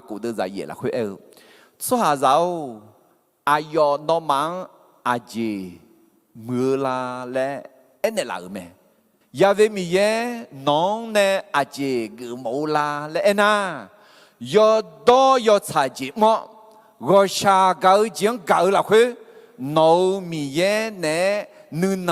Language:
Akha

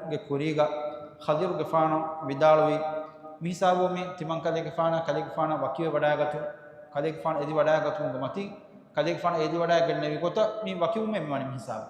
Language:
Divehi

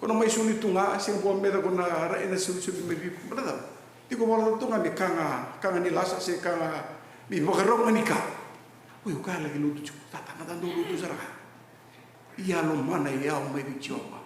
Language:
Fijian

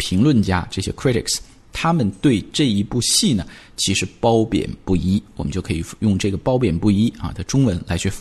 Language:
Chinese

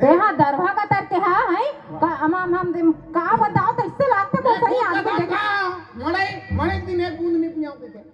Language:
Chhattisgarhi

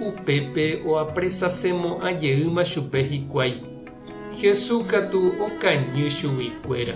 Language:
Guarani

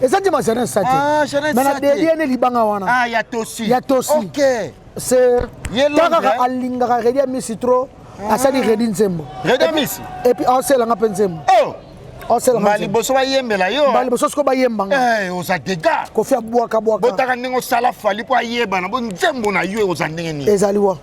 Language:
Lingala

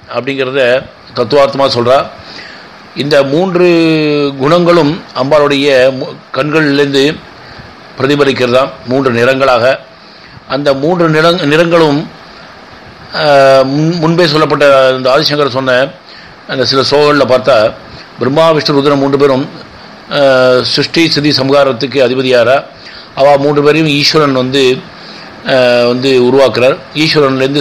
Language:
Tamil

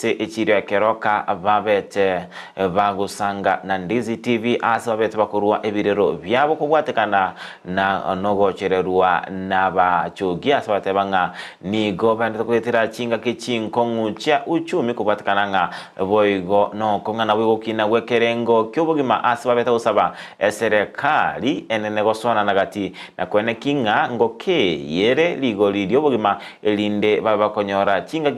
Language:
Gusii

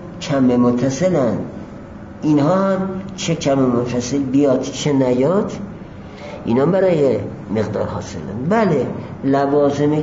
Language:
Persian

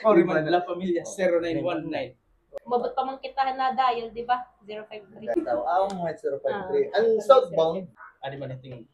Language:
Waray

